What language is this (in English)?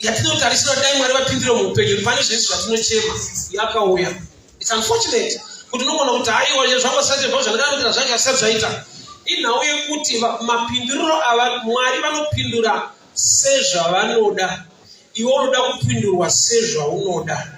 Shona